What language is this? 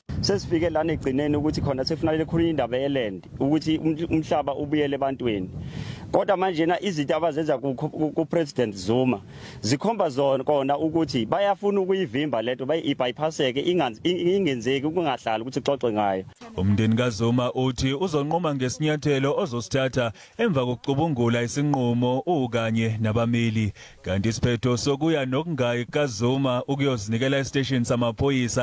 Zulu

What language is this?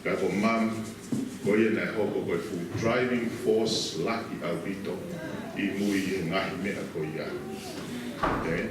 Tongan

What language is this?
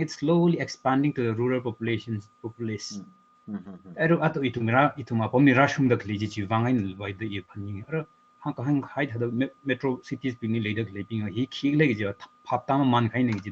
Tangkhul Naga (India)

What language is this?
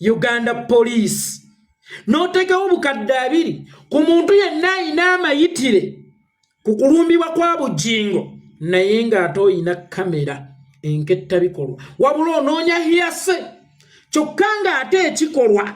Ganda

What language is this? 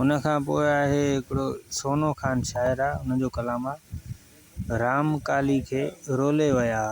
Sindhi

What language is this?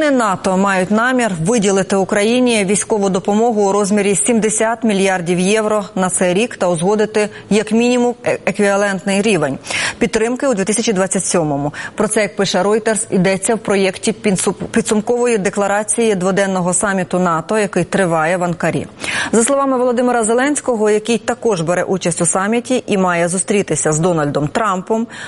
Ukrainian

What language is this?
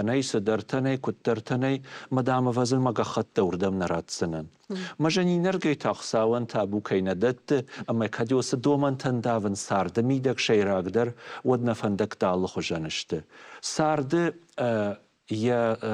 Ossetic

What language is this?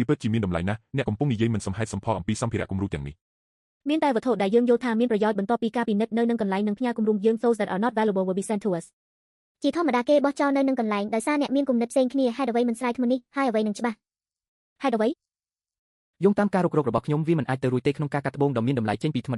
Khmer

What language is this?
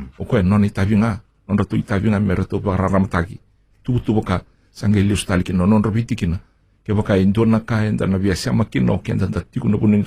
Fijian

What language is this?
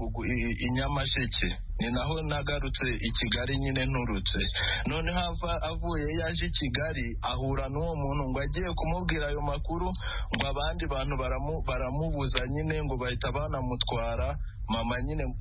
Kinyarwanda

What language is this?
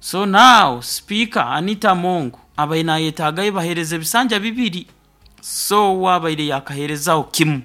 Nyoro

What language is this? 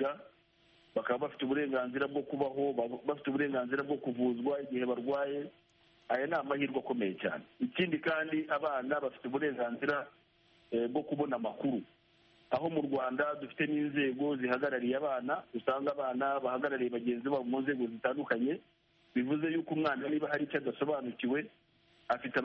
Kinyarwanda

